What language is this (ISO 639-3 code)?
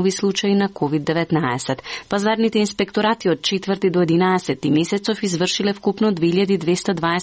mkd